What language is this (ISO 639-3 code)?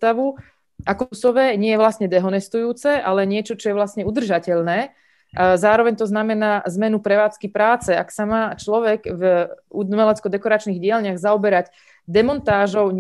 slk